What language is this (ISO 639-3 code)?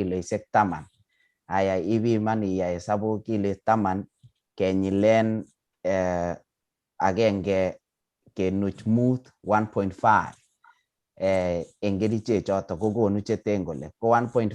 kln